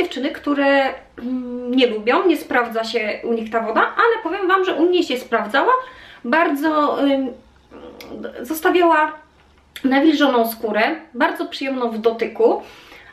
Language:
Polish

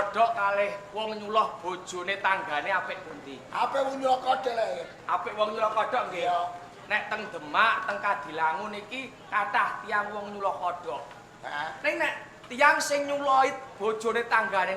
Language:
Javanese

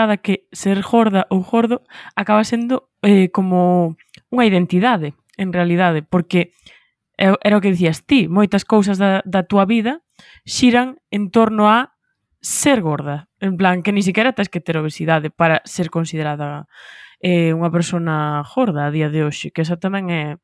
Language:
Galician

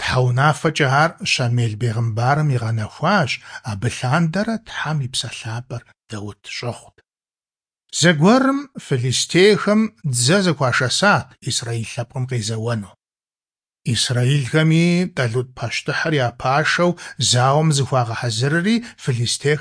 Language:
Kabardian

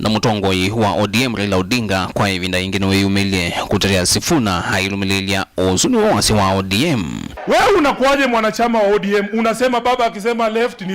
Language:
Kamba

